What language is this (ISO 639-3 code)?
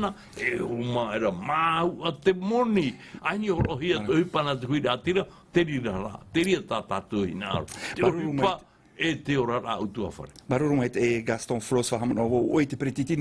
tah